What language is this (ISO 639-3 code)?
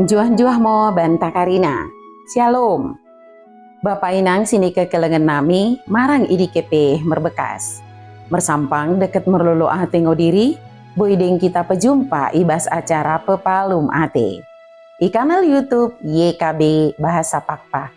btd